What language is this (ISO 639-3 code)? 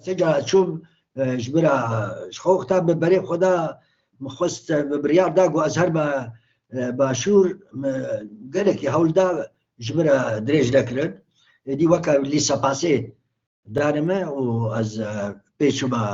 kur